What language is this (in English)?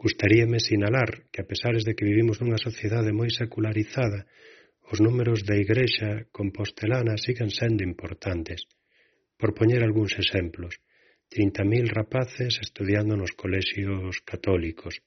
Galician